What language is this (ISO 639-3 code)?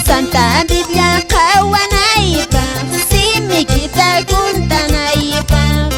que